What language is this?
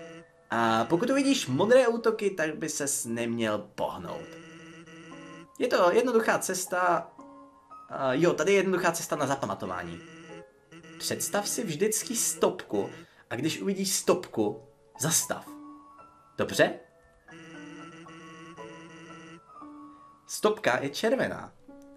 Czech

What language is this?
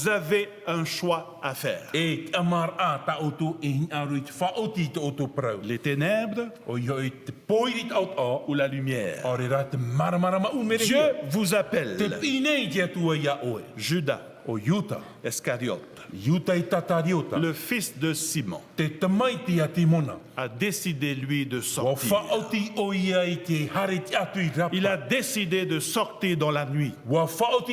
Tahitian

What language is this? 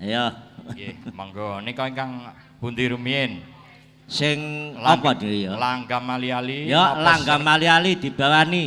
Javanese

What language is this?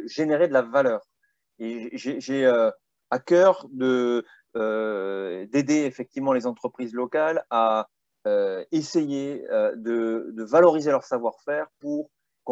French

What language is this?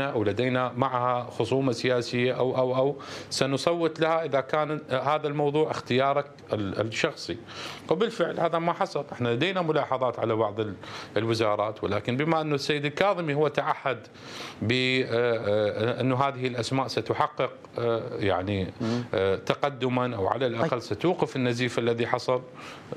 Mesopotamian Arabic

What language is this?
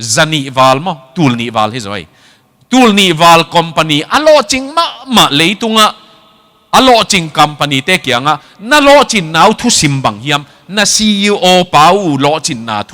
Tedim Chin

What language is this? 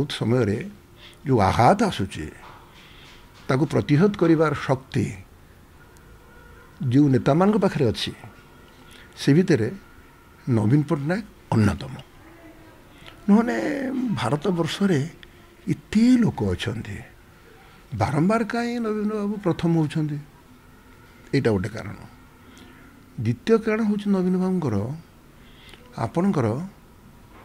Odia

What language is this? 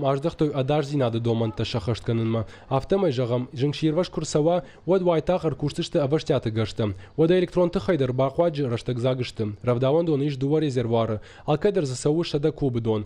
Ossetic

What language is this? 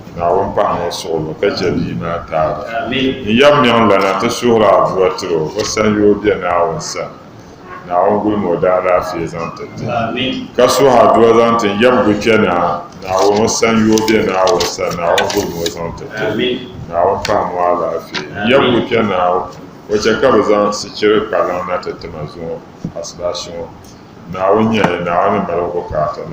Dagbani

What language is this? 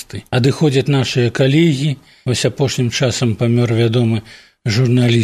Belarusian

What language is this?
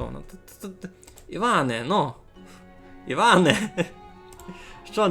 Rusyn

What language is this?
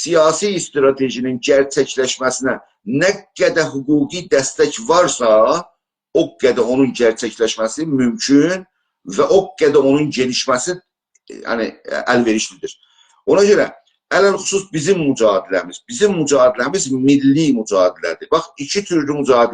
South Azerbaijani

